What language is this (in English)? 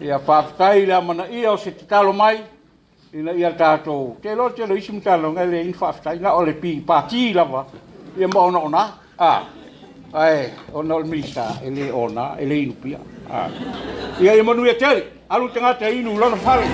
Samoan